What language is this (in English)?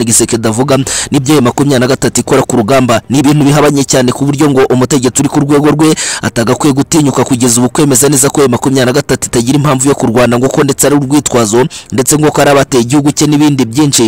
Kinyarwanda